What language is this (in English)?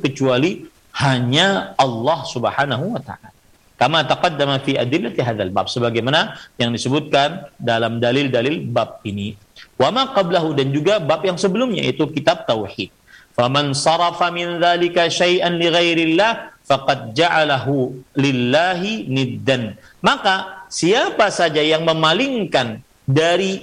Indonesian